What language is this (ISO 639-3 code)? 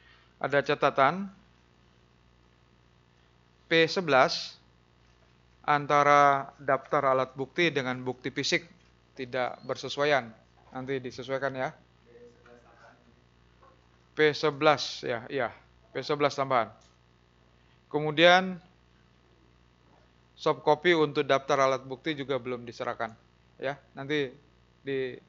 ind